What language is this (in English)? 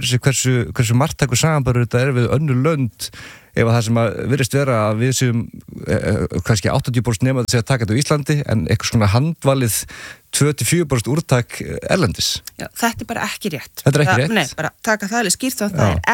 Icelandic